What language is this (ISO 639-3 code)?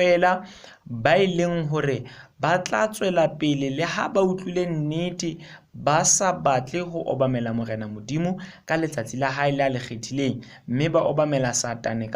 sot